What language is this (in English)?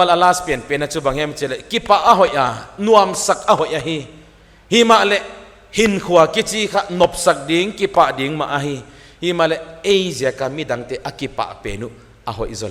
Paite Chin